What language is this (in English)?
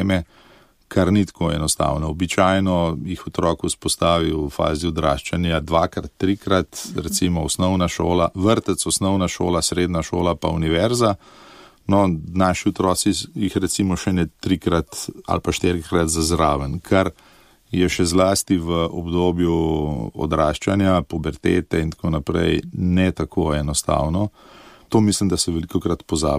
Slovenian